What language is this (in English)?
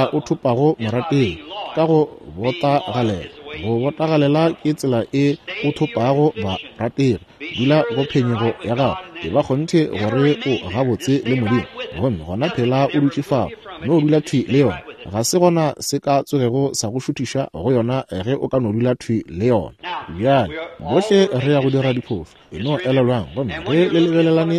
Northern Sotho